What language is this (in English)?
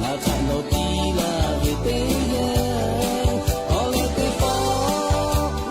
Lahu